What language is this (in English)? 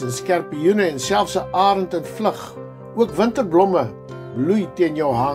Afrikaans